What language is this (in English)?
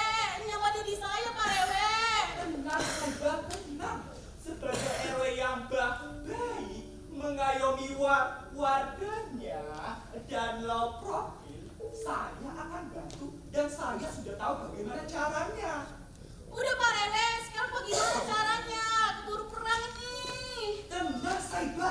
Betawi